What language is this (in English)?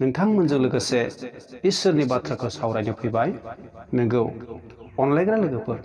Bodo